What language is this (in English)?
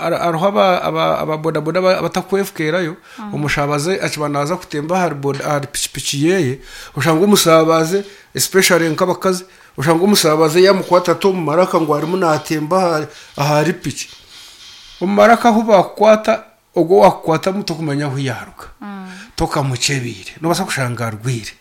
Nyankole